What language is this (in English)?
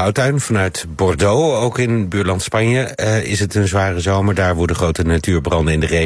Dutch